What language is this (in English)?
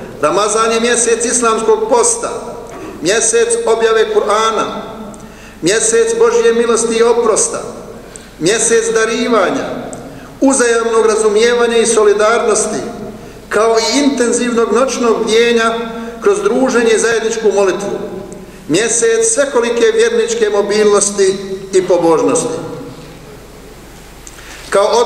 Bosnian